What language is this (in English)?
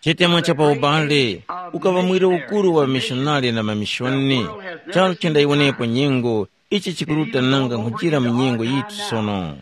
Tumbuka